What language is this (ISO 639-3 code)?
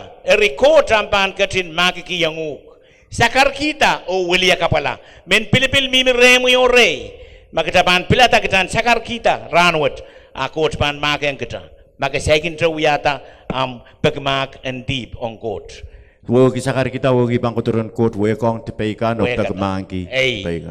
pon